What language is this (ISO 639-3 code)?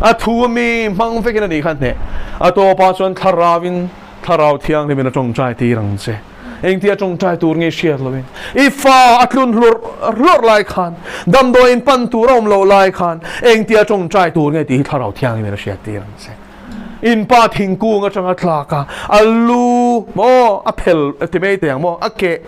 lus